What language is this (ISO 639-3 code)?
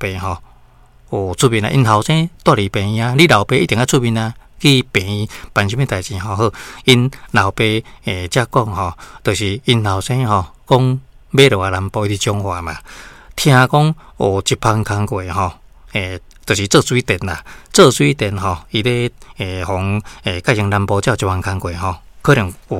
nan